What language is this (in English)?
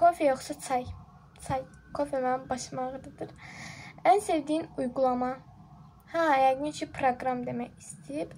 Azerbaijani